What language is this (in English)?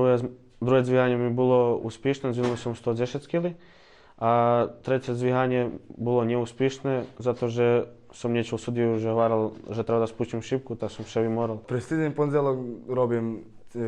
Rusyn